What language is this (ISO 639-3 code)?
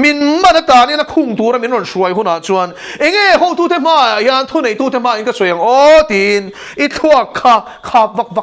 lus